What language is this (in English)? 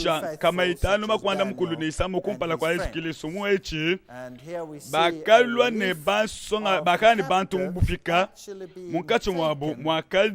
Luba-Lulua